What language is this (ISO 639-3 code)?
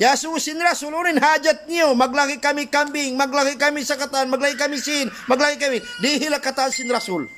tsg